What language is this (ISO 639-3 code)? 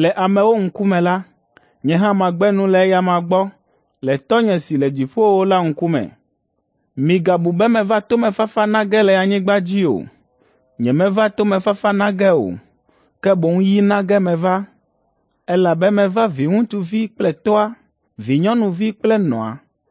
ewe